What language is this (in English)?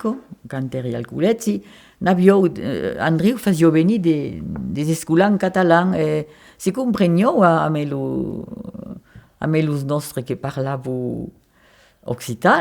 Occitan